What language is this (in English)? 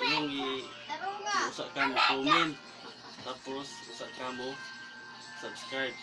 Cebuano